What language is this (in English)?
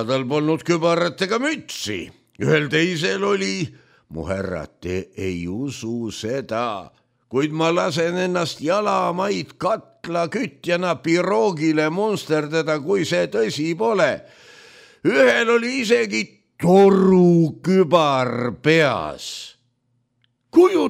Estonian